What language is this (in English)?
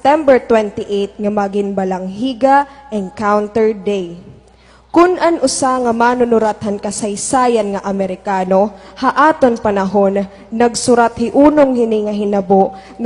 Waray